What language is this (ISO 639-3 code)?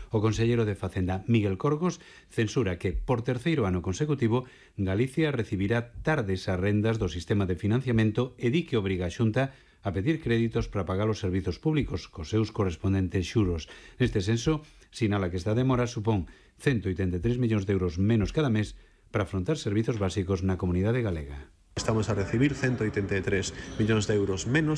glg